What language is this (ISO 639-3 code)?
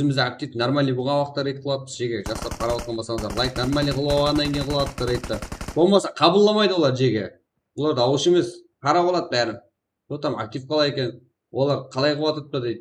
kaa